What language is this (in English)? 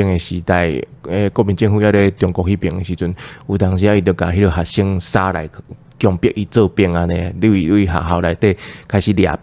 Min Nan Chinese